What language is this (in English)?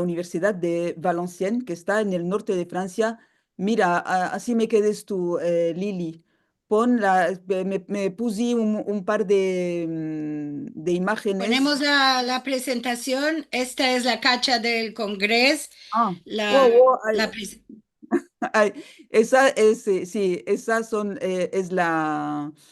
Ladino